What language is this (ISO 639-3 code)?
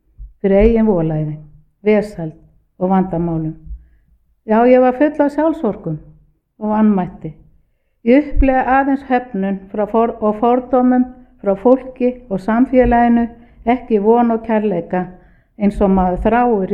isl